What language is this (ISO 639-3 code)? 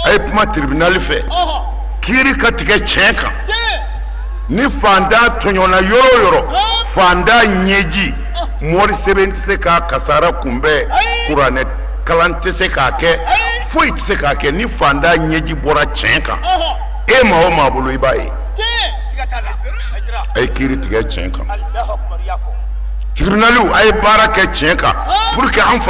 bam